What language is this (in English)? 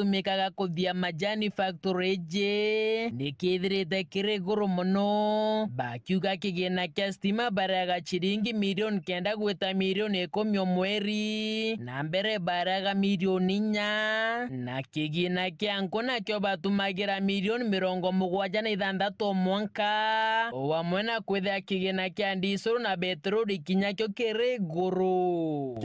Meru